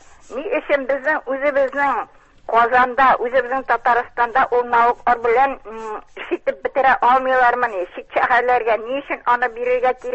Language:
Tatar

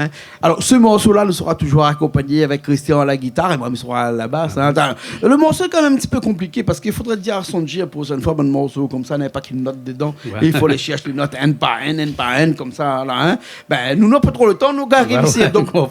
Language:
Réunion Creole French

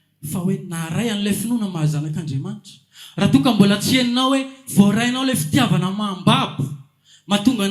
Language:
Malagasy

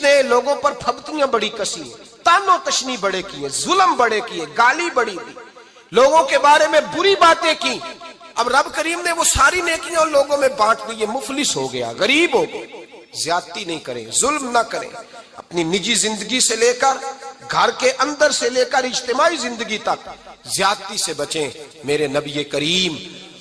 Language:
Urdu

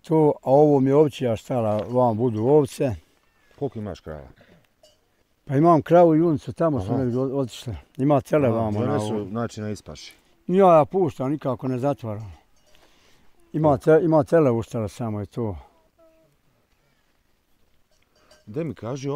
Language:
Bosnian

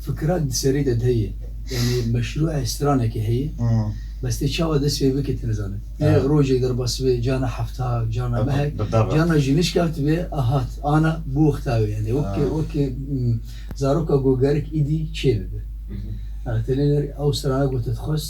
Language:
Kurdish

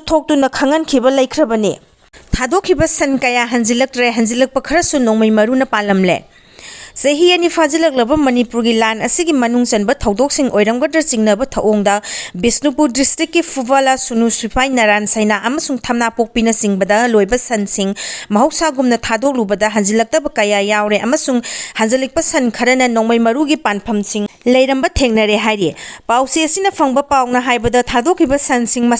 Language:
Manipuri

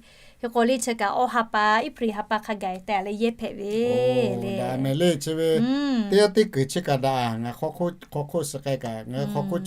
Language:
Lahu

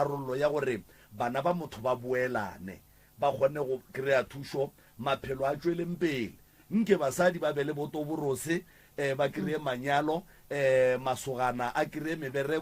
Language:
Northern Sotho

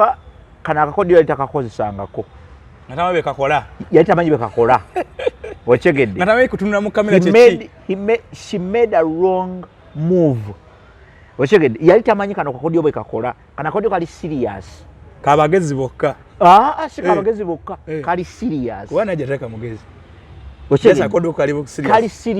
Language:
Ganda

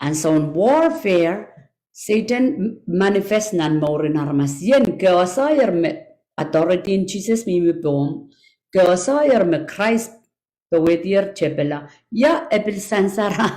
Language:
Pohnpeian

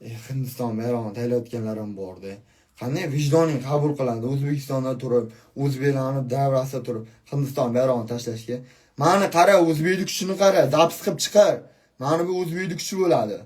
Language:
Uzbek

